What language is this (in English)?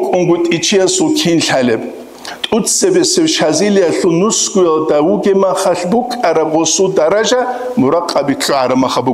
Avaric